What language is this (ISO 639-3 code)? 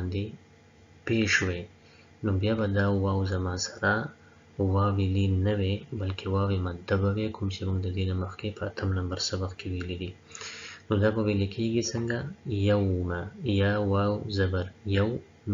pus